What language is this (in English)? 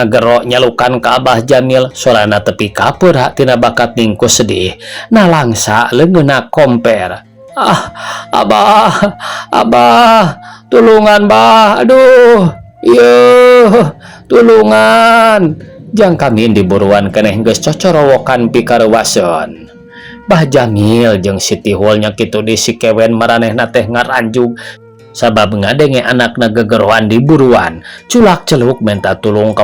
Sundanese